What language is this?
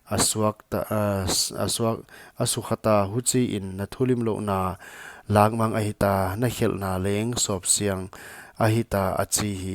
Paite Chin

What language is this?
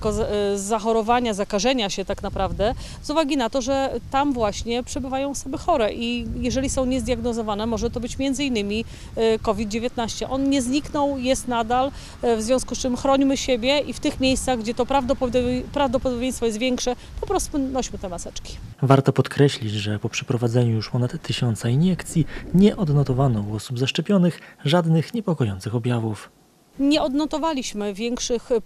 Polish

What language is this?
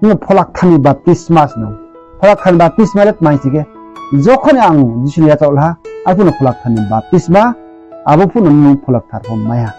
Riang (India)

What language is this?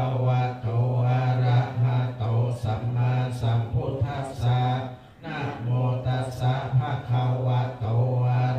Pali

